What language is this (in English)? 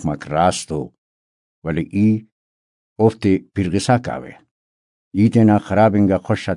Brahui